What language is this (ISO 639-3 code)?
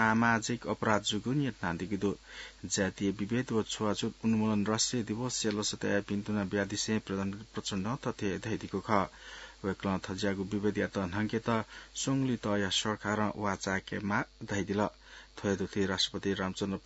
new